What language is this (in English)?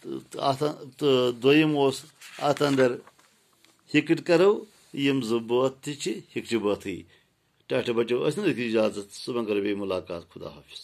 Kashmiri